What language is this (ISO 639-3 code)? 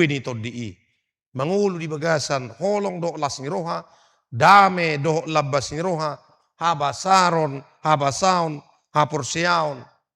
bbc